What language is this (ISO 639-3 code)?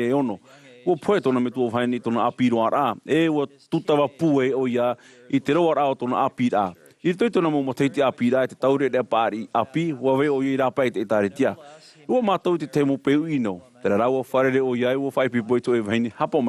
tah